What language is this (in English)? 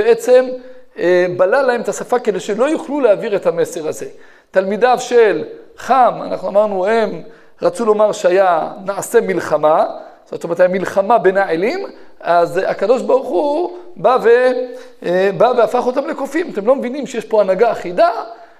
Hebrew